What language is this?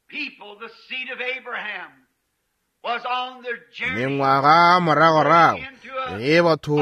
Northern Sotho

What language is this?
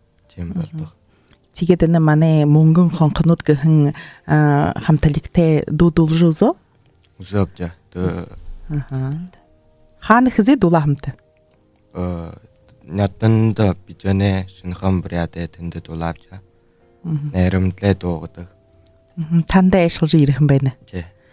Buriat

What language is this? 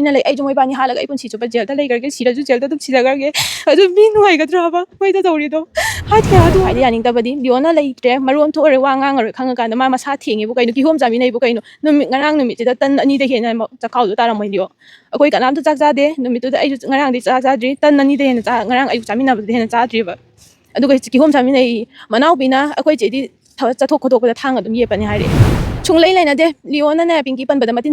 Manipuri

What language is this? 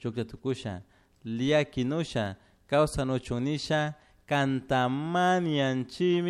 Chimborazo Highland Quichua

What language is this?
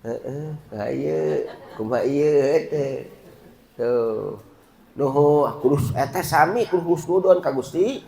Sundanese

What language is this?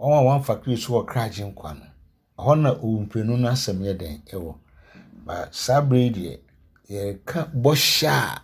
Akan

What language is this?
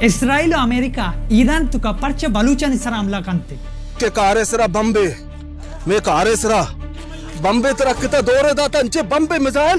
Baluchi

